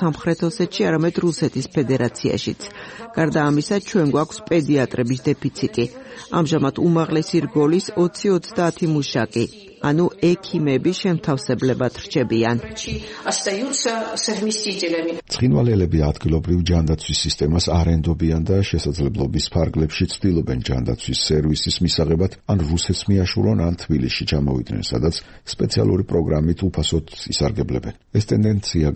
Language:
Georgian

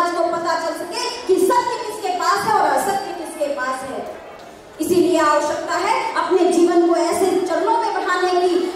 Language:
Hindi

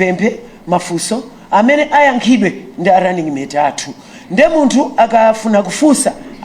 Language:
Nyanja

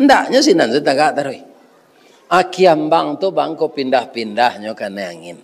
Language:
Minangkabau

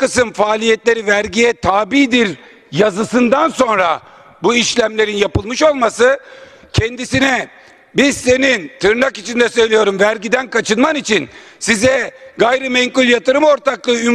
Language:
Turkish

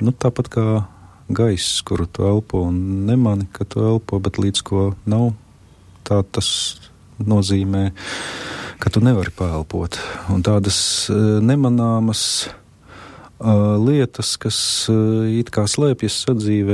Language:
Latvian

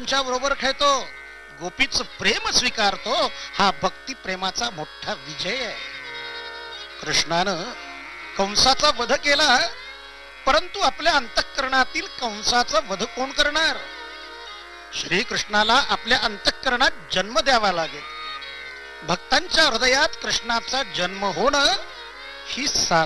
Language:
Marathi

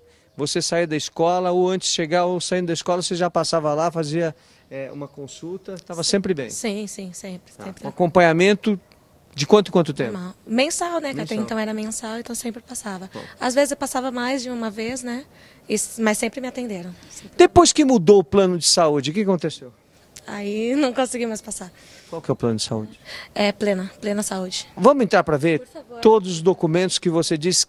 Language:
Portuguese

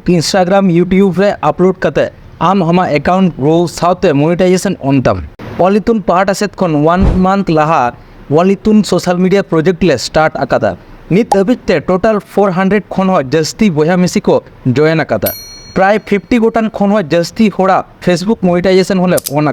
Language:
Santali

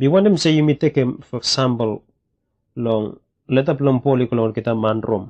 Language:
Bislama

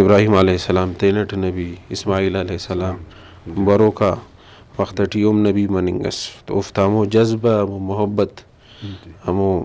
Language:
Brahui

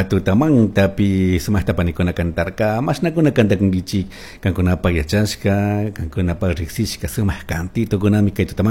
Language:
Chimborazo Highland Quichua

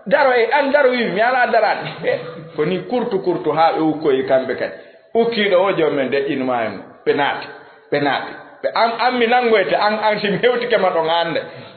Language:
Fula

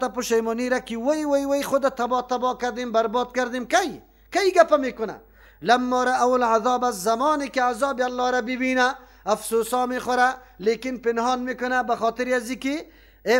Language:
Persian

